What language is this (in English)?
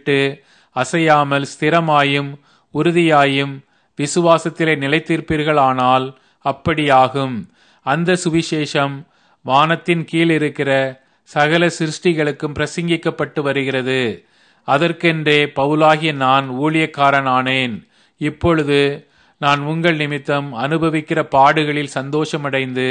Tamil